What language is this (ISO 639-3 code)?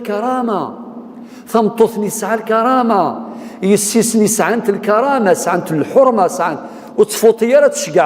kab